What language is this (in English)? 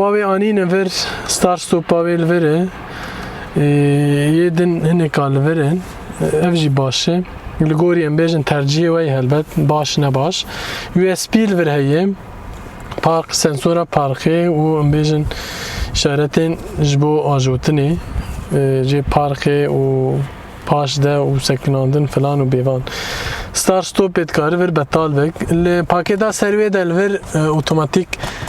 Kurdish